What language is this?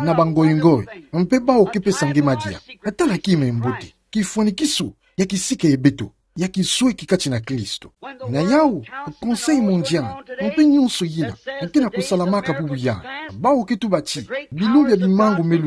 Kituba (Democratic Republic of Congo)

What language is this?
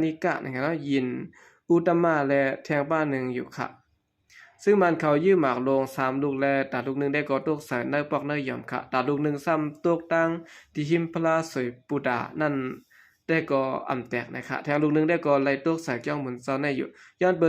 Shan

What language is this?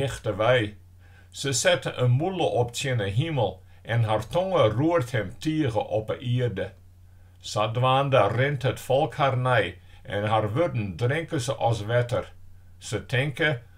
Western Frisian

